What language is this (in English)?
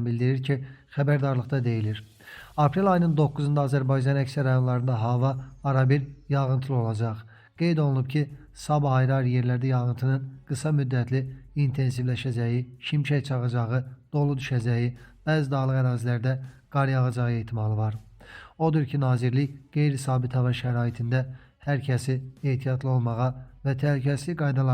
Azerbaijani